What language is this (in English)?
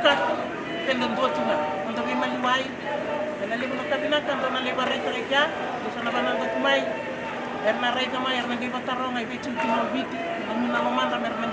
Fijian